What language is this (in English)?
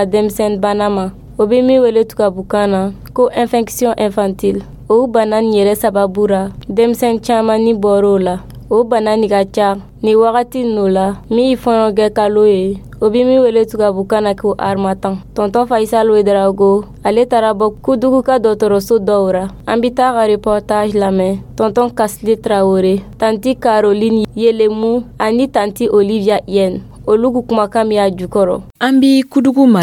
Dyula